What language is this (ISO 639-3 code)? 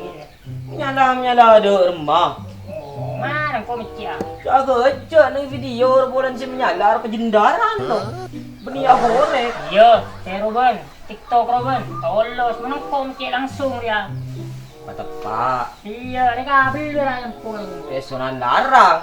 mad